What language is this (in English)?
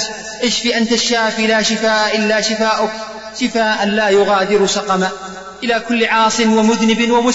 Arabic